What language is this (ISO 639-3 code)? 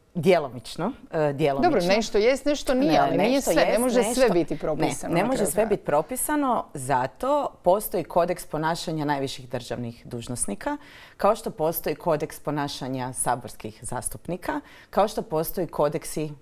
hrv